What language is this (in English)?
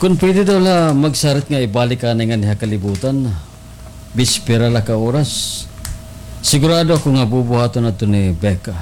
Waray